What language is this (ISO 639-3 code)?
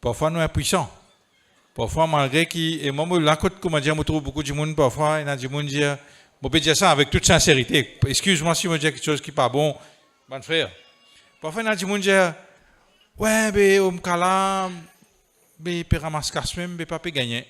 mfe